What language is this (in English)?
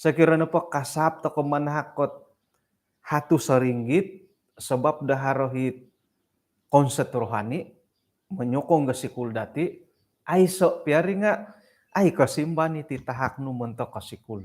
Central Dusun